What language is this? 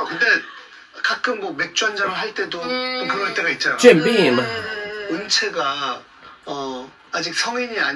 Korean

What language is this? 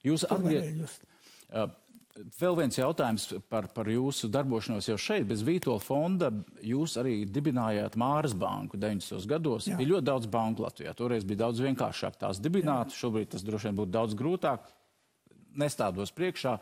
Latvian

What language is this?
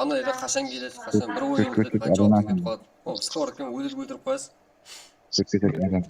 Kara-Kalpak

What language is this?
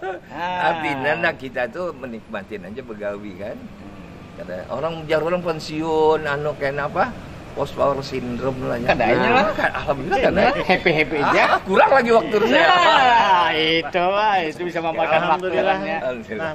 Banjar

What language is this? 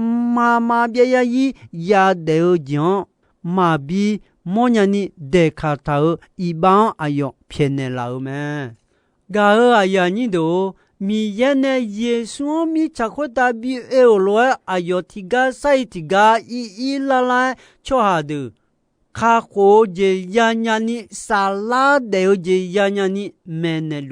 Akha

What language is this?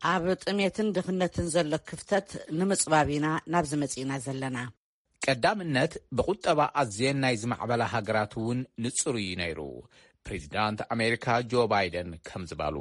Tigrinya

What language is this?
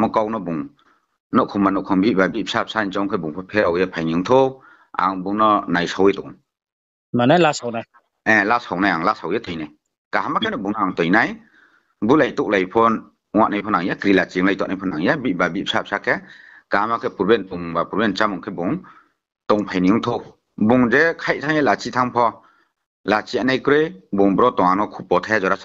Riang (India)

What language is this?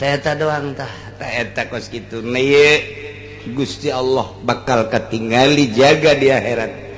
Sundanese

